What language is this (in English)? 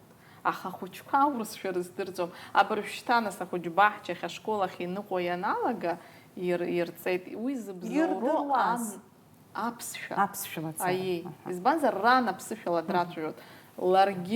Abkhazian